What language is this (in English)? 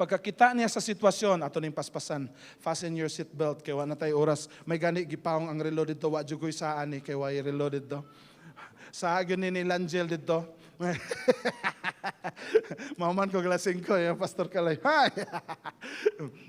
Cebuano